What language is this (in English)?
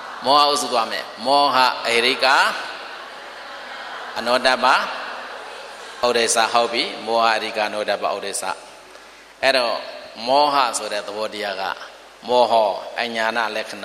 Burmese